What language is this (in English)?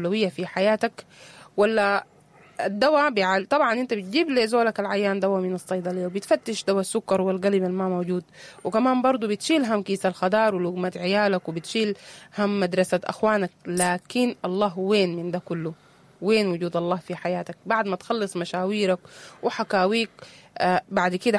Sudanese Arabic